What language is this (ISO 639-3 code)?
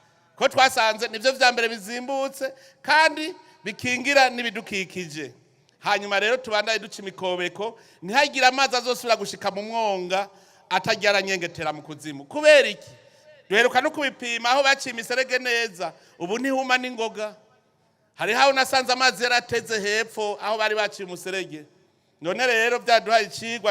run